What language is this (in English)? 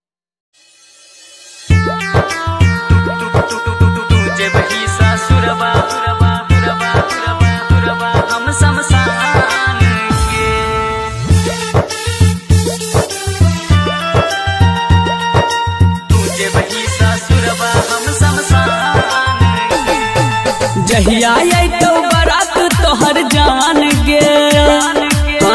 Bhojpuri